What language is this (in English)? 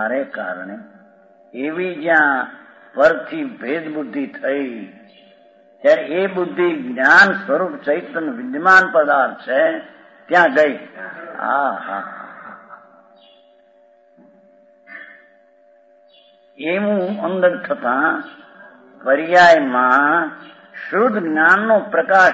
Gujarati